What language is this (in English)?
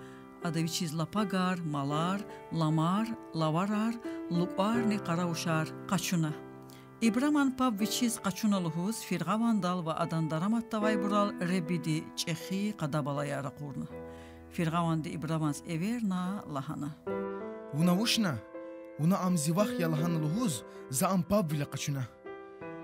Lezghian